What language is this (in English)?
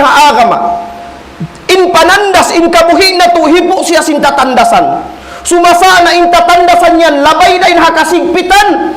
Tausug